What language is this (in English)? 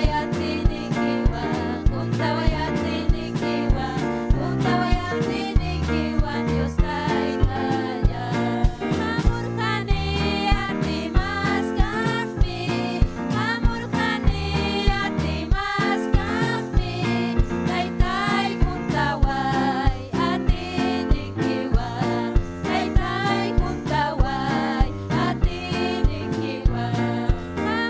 Ayacucho Quechua